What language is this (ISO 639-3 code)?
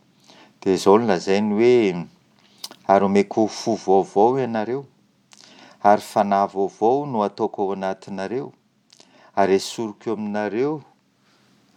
mlg